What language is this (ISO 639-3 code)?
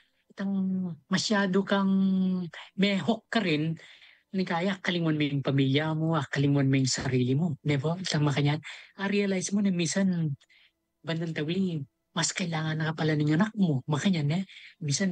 pam